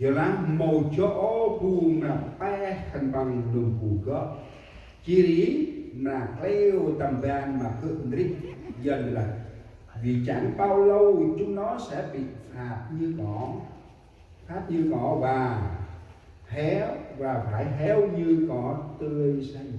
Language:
Central Mnong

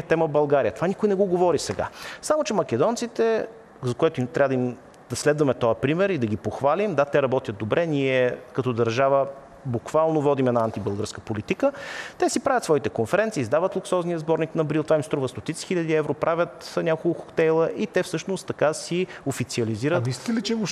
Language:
Bulgarian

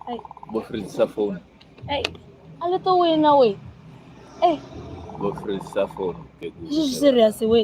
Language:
Venda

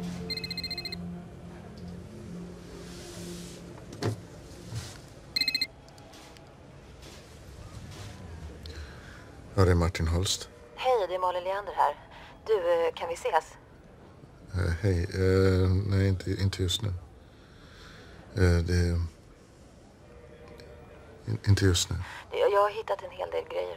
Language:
Swedish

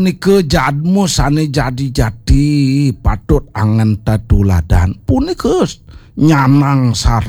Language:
Balinese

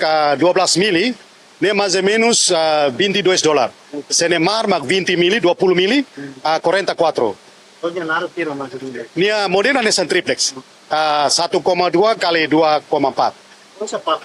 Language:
Tetum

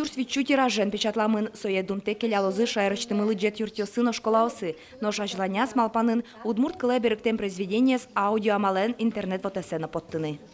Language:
Udmurt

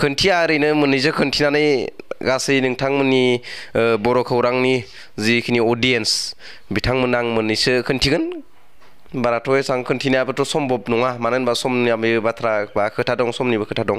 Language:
Bodo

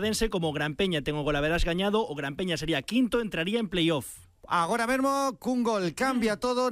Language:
Galician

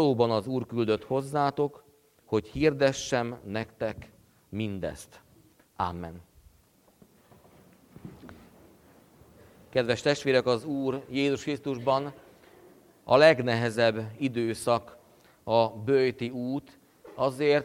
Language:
Hungarian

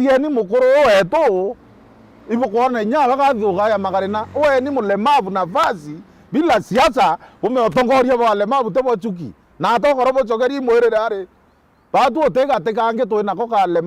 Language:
Meru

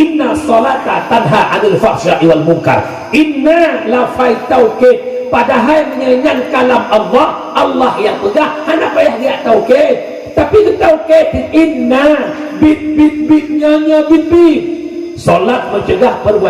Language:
Achinese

